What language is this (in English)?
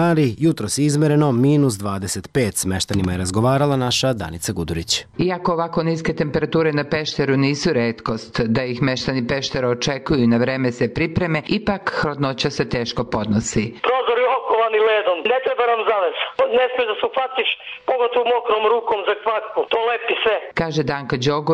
Serbian